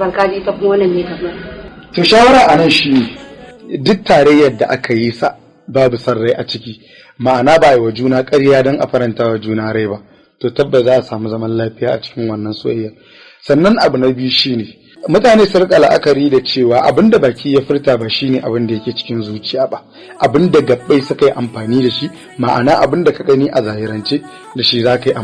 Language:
Hausa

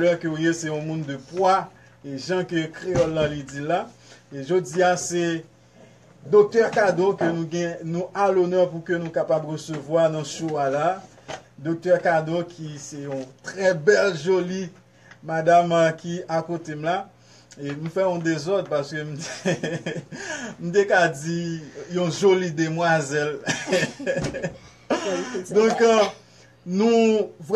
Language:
Haitian Creole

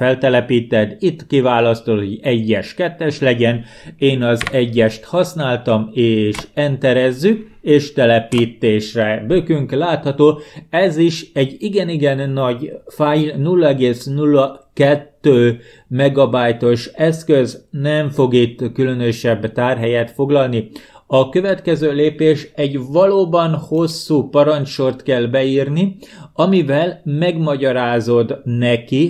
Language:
Hungarian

